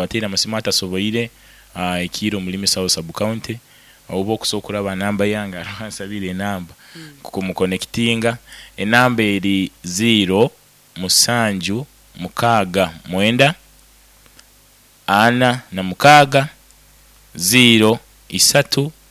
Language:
Nyoro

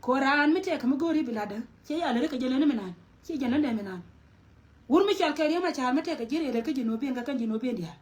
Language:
Nuer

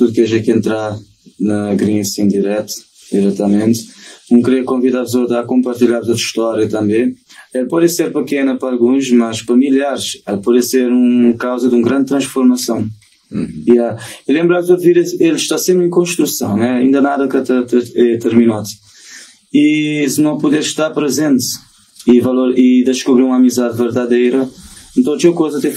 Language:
Kabuverdianu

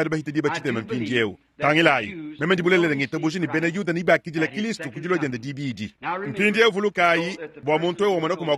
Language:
Luba-Lulua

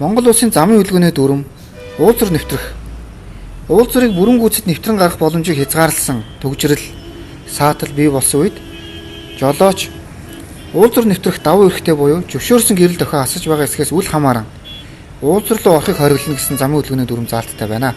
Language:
Mongolian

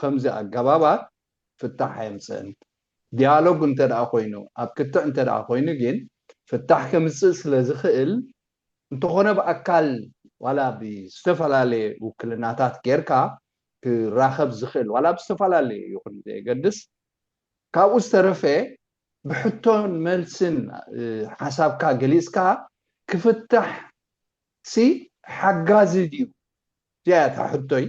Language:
Tigrinya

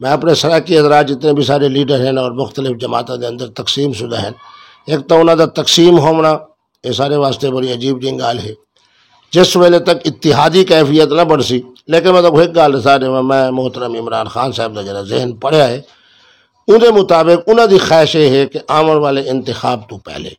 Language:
Saraiki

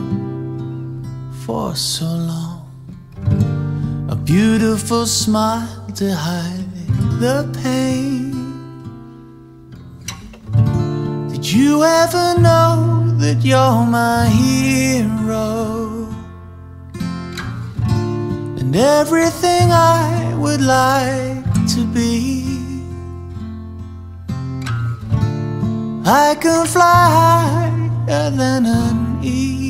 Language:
English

